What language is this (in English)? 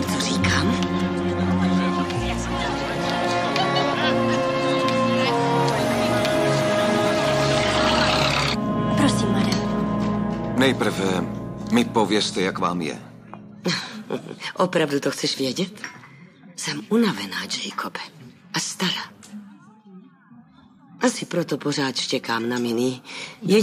Czech